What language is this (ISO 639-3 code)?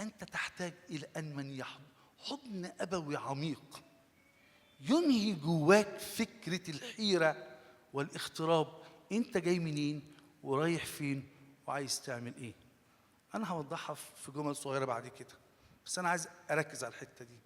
arz